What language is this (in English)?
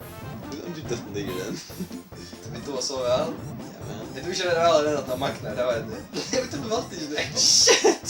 Faroese